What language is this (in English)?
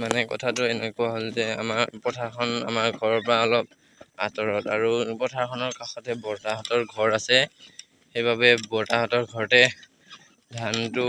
Assamese